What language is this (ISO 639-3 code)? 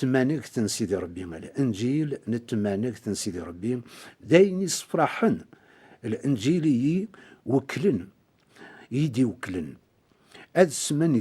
kab